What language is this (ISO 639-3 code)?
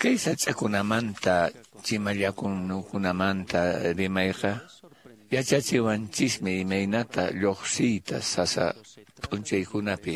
que